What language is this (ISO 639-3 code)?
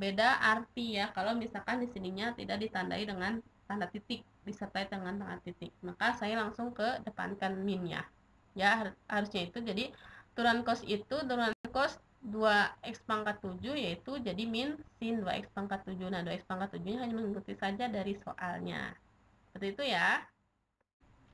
ind